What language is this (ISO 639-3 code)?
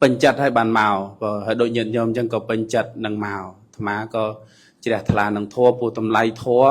khm